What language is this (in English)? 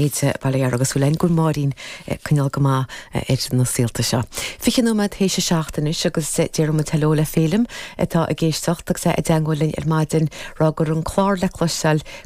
Irish